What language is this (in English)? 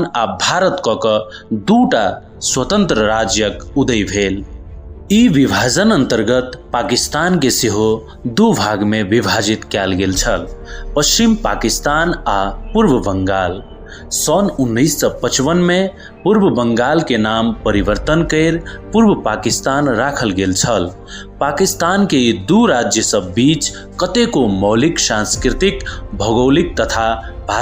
Maithili